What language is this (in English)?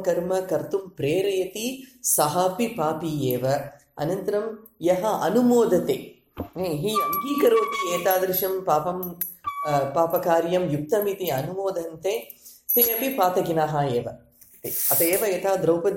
Sanskrit